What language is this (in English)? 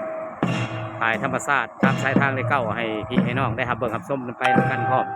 Lao